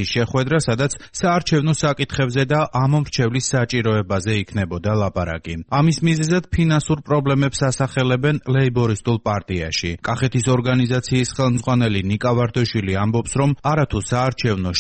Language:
Georgian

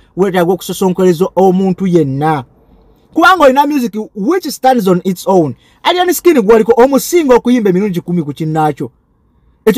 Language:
Ganda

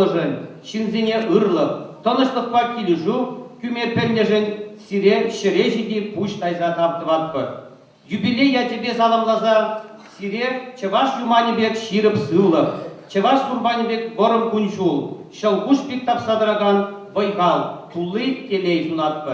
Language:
Chuvash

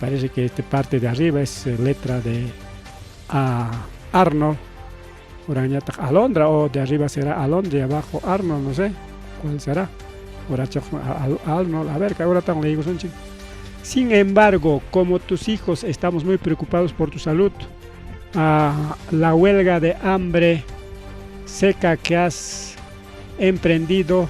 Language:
Ayacucho Quechua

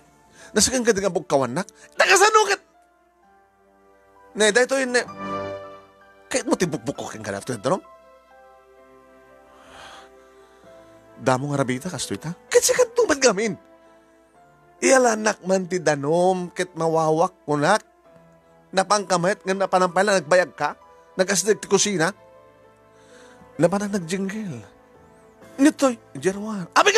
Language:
Iloko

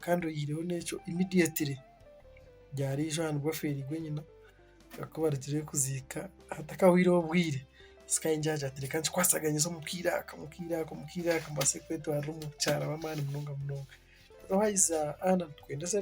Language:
Nyankole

